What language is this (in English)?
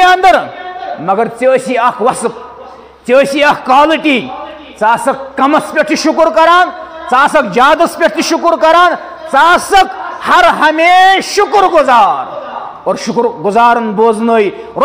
Kashmiri